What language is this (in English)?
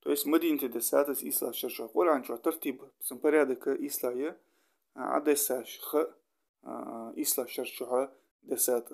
Ingush